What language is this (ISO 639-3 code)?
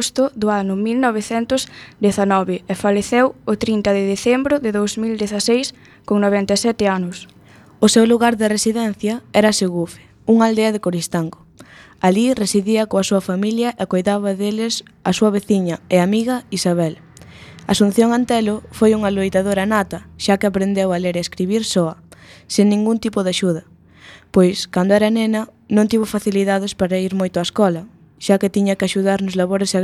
glg